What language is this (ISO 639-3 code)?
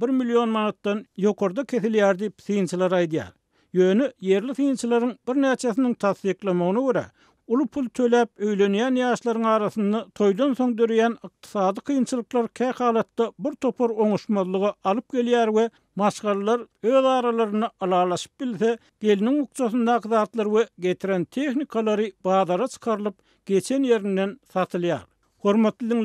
tuk